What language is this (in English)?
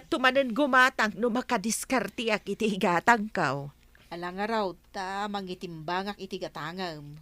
Iloko